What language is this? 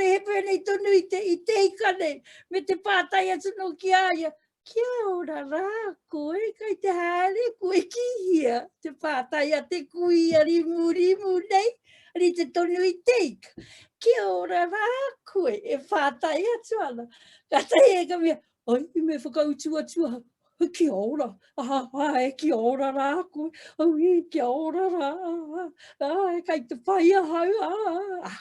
Māori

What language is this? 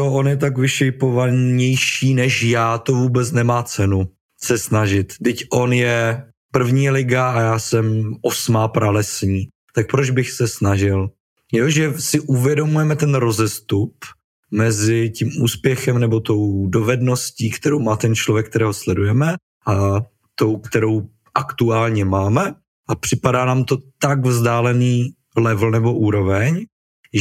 Czech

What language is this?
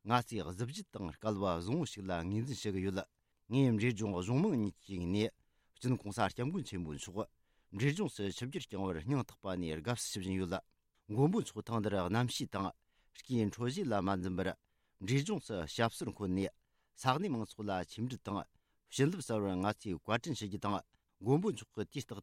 Tibetan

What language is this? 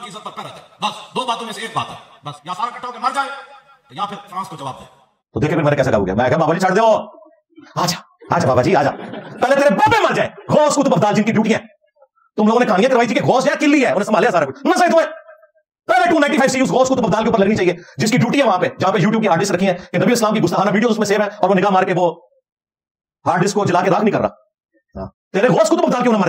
Urdu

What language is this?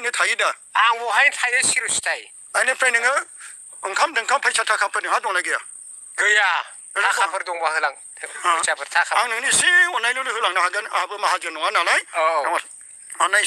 Bodo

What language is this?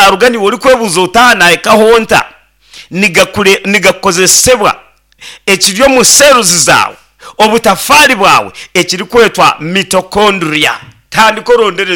Nyankole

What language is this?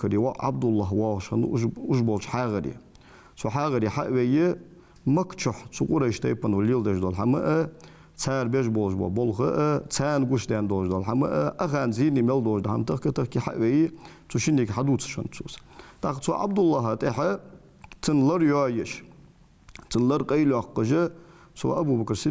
Ingush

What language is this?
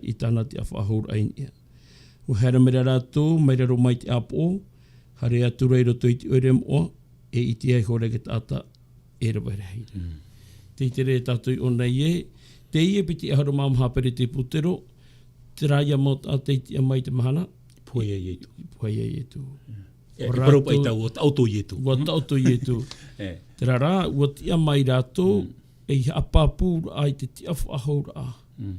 Tahitian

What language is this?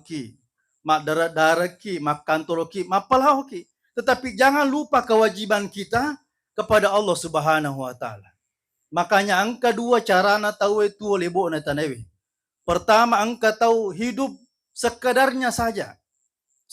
Buginese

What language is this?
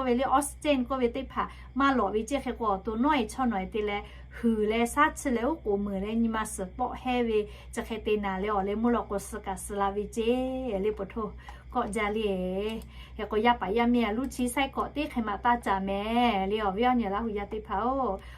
Lahu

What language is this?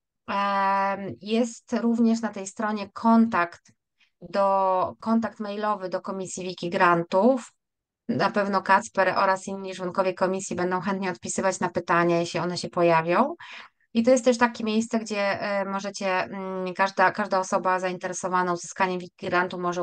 Polish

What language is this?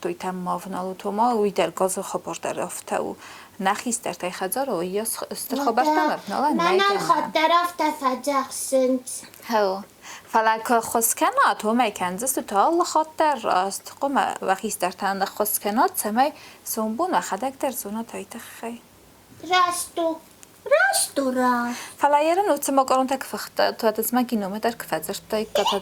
Ossetic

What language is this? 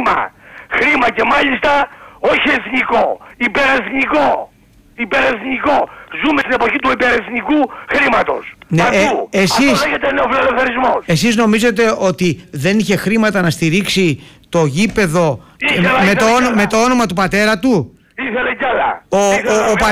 Greek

